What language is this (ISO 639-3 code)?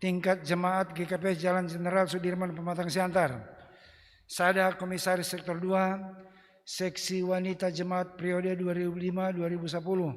bts